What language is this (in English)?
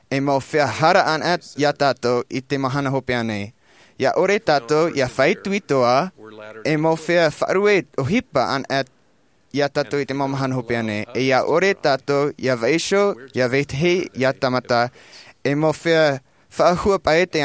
Tahitian